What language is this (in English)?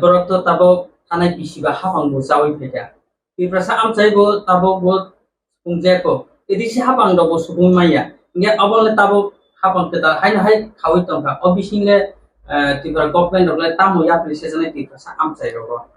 Kok Borok